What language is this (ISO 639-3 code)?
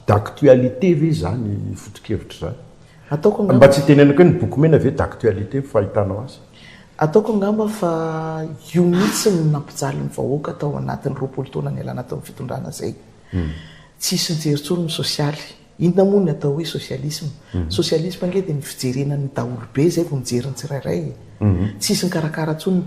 mlg